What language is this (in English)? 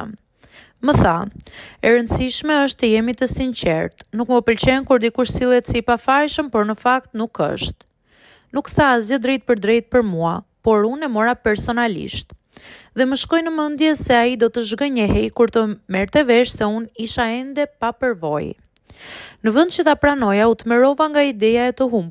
Albanian